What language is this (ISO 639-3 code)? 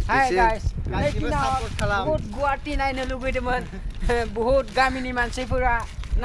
brx